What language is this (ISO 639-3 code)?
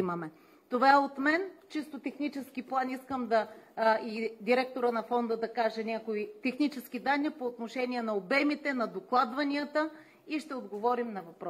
bul